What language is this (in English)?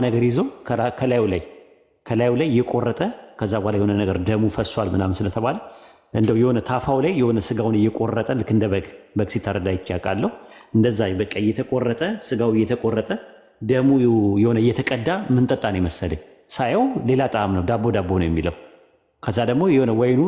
Amharic